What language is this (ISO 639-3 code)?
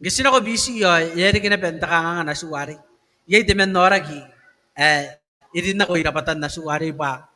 gil